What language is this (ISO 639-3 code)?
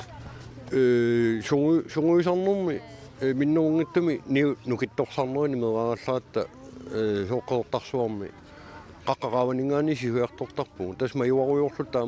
kal